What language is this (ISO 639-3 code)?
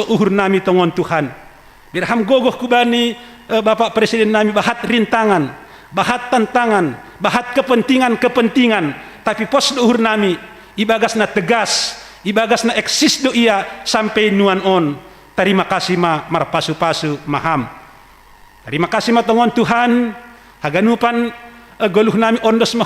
bts